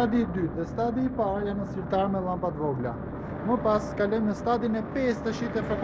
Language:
Albanian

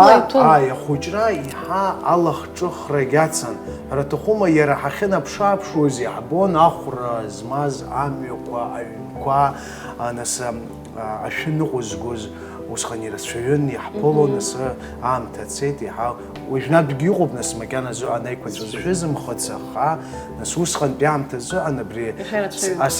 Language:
Abkhazian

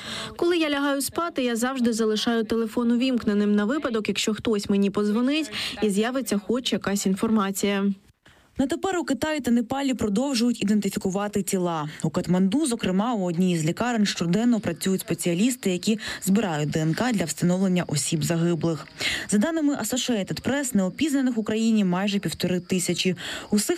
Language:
Ukrainian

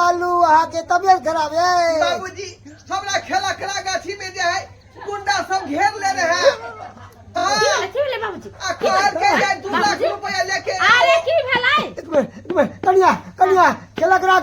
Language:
Maithili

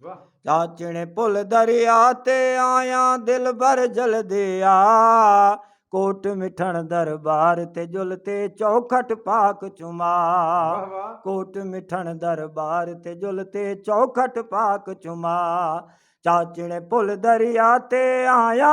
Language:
Saraiki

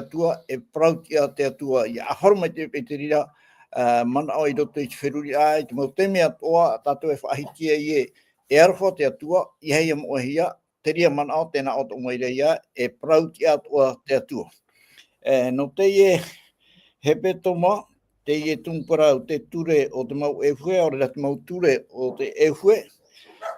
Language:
Tahitian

